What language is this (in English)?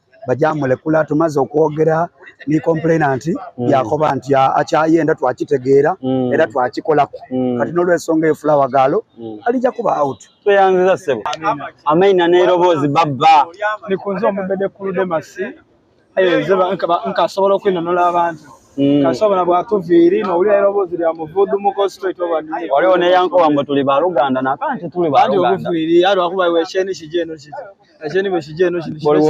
Soga